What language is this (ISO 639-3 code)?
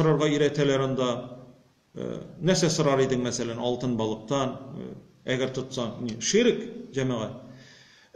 tat